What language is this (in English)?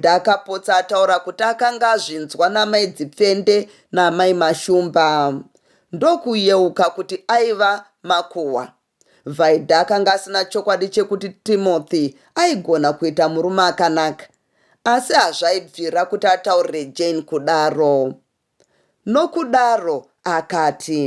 Shona